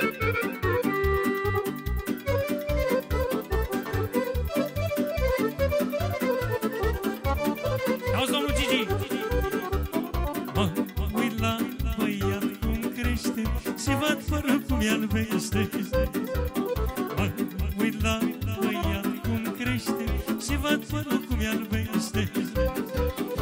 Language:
Romanian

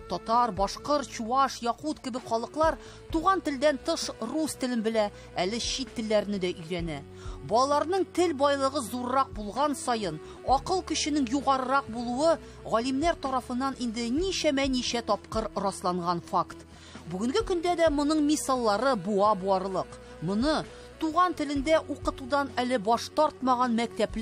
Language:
Tatar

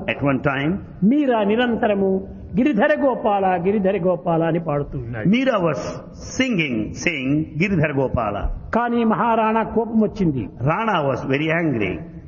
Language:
Telugu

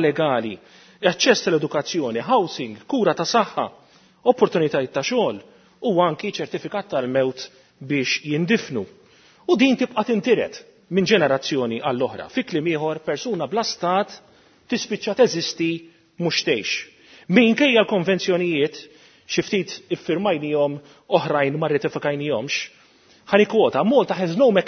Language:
Maltese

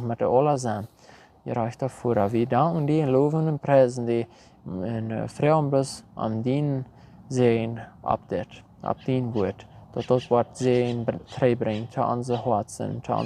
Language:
Plautdietsch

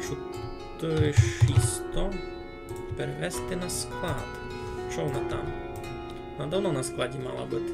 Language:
Rusyn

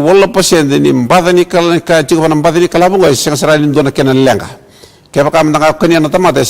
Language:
Fijian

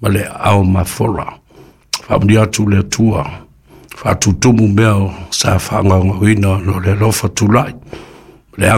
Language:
Samoan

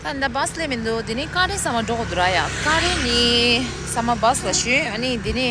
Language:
Tibetan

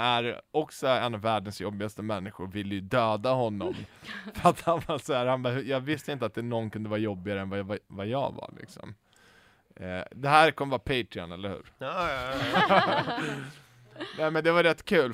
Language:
Swedish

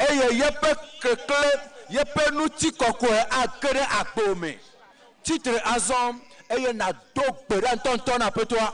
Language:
Ewe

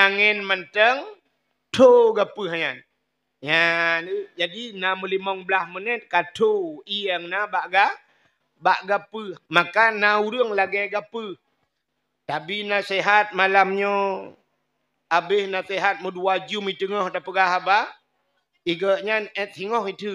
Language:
Achinese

